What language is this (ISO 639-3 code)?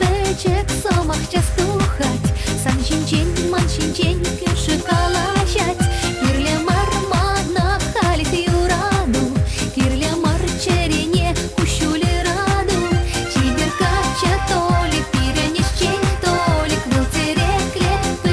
chv